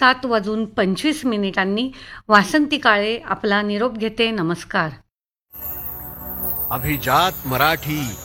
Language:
Marathi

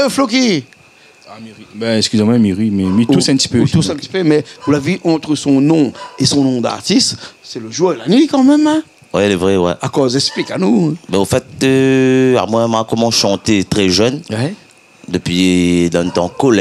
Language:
Réunion Creole French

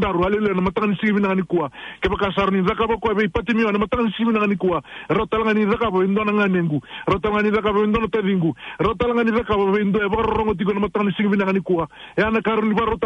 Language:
Fijian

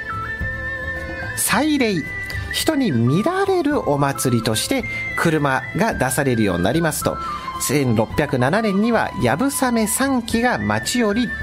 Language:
Japanese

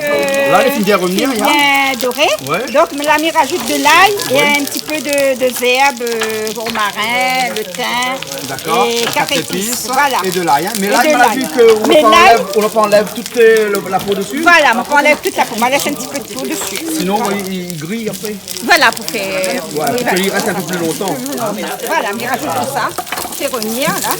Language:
Réunion Creole French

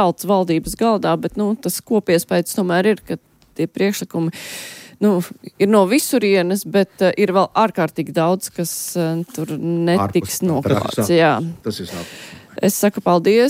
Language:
Latvian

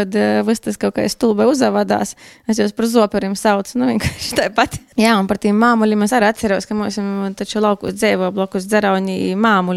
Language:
Latvian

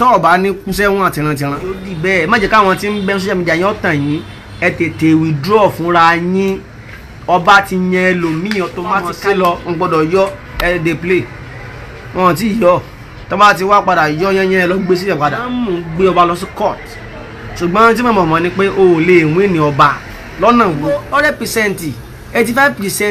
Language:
Yoruba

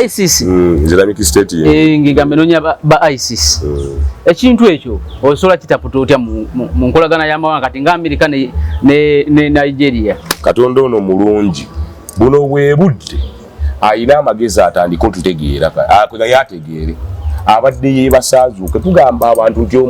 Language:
Ganda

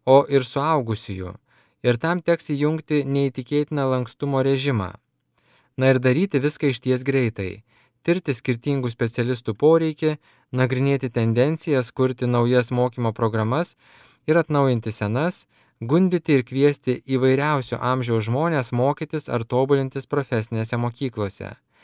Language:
Lithuanian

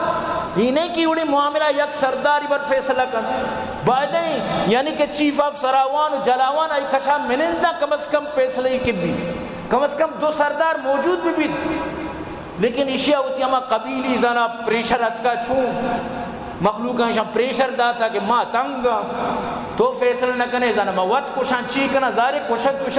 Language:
Baluchi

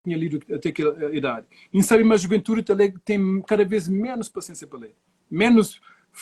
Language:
Kabuverdianu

